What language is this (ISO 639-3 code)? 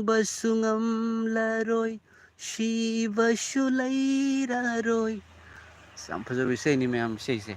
mni